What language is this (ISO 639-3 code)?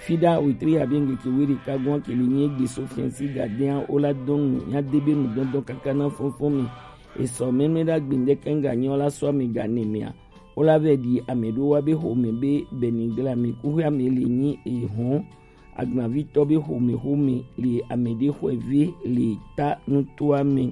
gej